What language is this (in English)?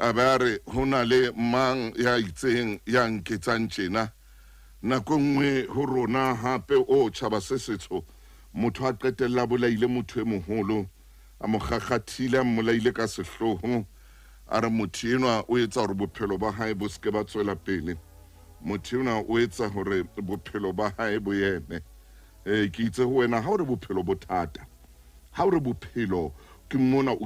Southern Sotho